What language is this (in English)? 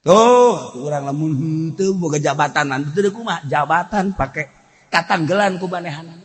Sundanese